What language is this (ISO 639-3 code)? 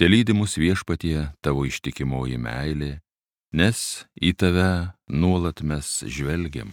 lit